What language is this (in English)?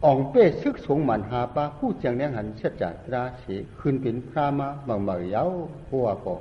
Shan